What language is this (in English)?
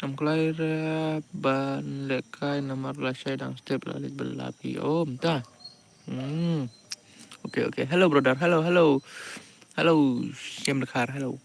Khasi